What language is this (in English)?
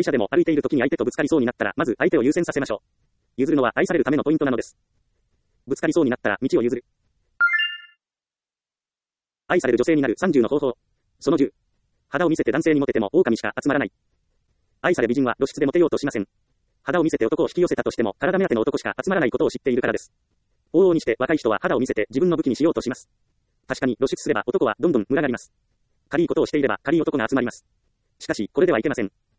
Japanese